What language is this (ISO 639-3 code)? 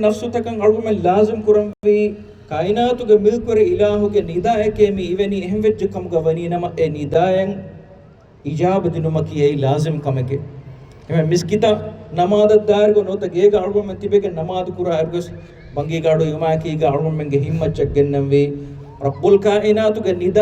div